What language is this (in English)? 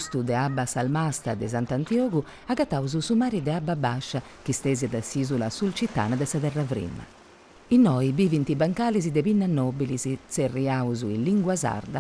Sardinian